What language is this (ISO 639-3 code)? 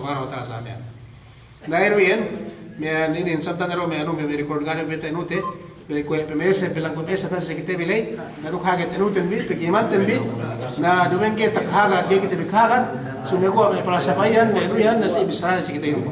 yka